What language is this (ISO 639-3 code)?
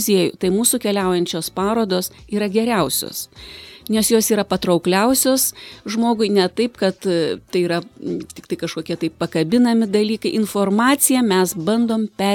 lit